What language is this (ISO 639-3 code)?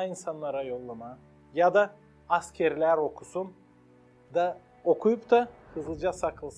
gag